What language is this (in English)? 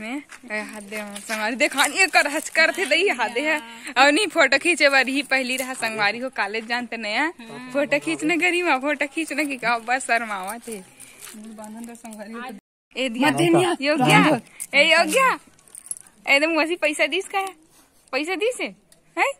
Chhattisgarhi